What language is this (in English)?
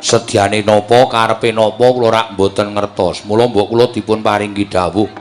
Javanese